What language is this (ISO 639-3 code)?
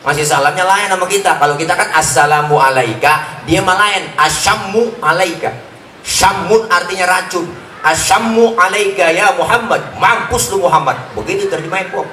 bew